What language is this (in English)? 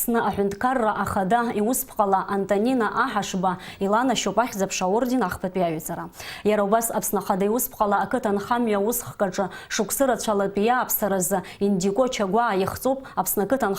Abkhazian